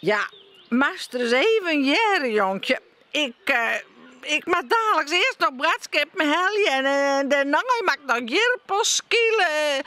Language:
Western Frisian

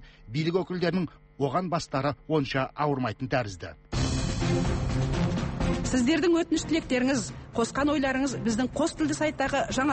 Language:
Kazakh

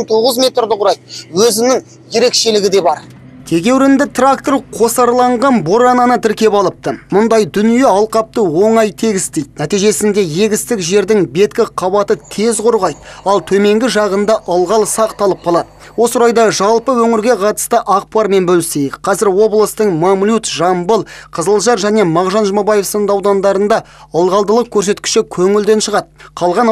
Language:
Kazakh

